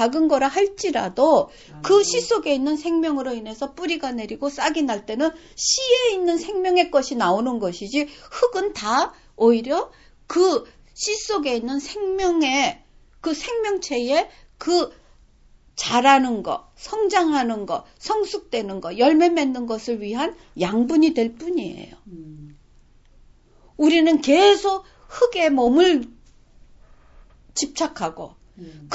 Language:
Korean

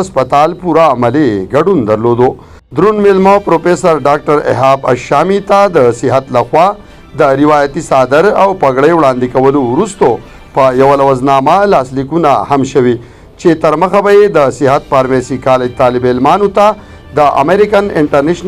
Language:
Pashto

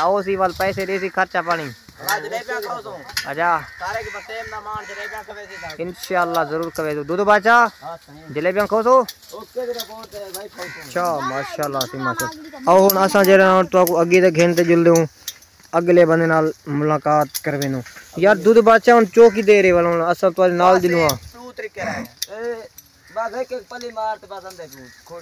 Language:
Saraiki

